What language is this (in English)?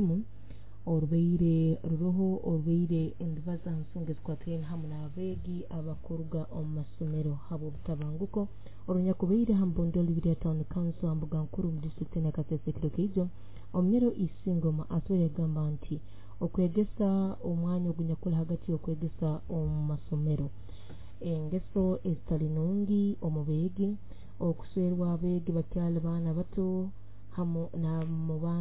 Nyoro